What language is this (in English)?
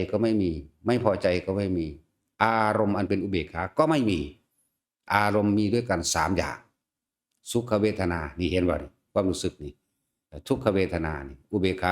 Northeastern Thai